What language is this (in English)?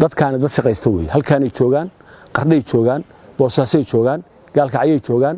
Somali